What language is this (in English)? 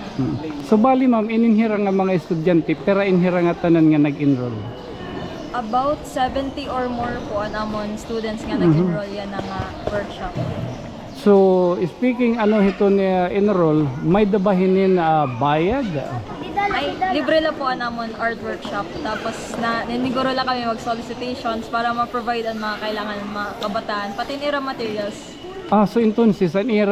Waray